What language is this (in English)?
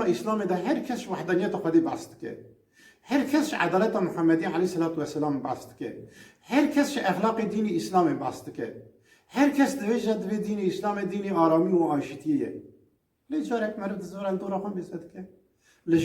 Kurdish